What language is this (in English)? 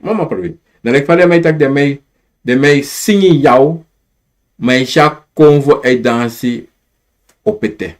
Sranan Tongo